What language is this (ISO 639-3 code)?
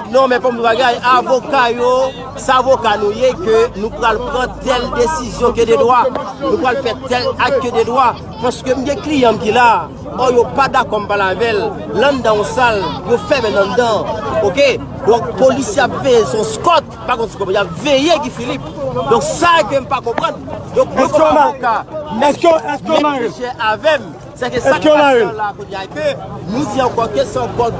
hat